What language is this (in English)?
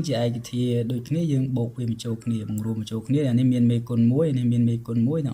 Khmer